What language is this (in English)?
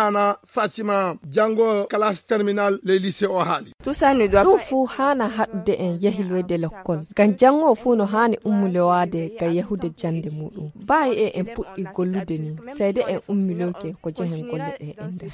Fula